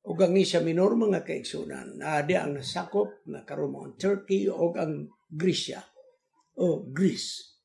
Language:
Cebuano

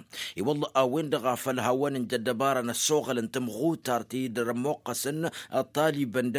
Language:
Tamasheq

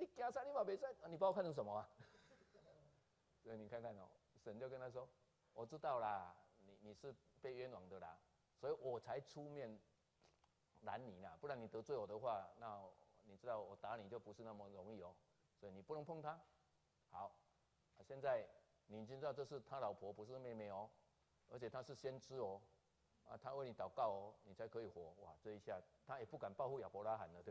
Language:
Chinese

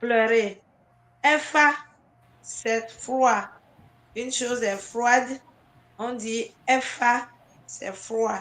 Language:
Ewe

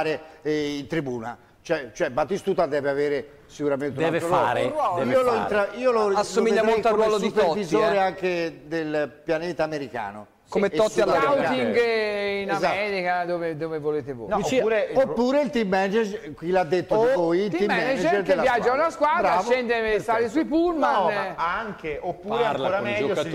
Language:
Italian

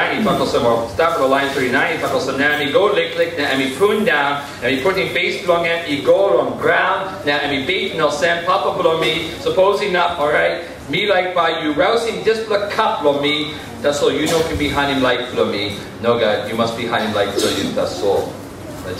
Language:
Tok Pisin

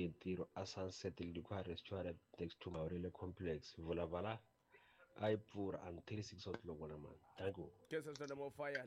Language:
Tsonga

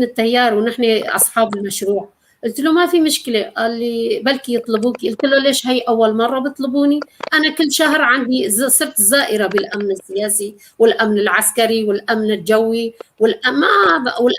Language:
North Levantine Arabic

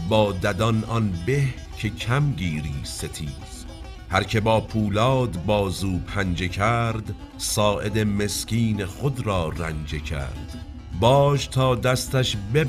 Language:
Persian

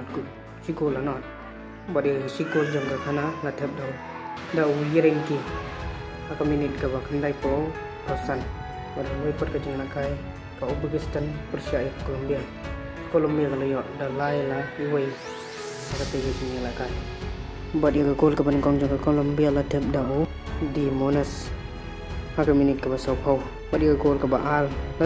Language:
Khasi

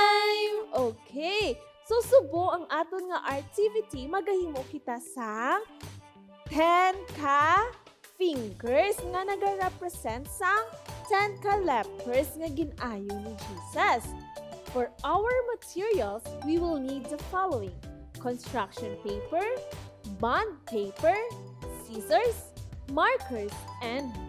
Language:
Hiligaynon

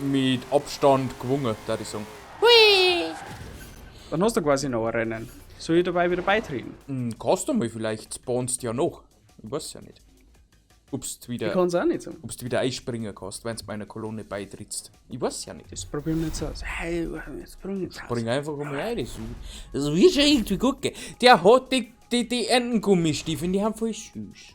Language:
Bavarian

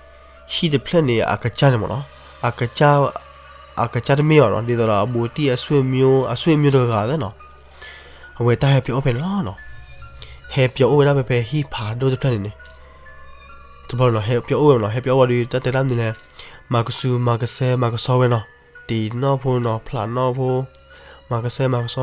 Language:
S'gaw Karen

